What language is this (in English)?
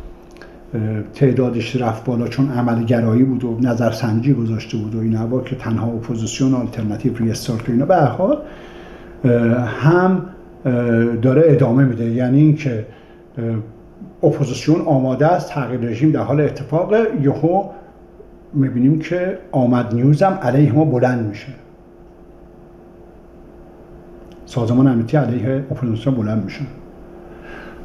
Persian